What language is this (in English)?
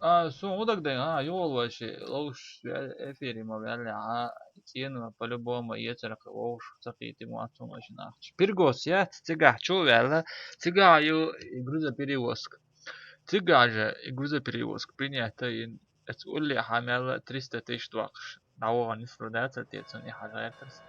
Chechen